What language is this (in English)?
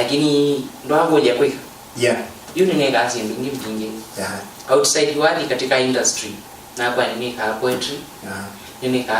Kamba